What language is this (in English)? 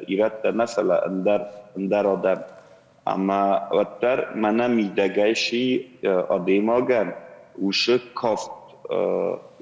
Ossetic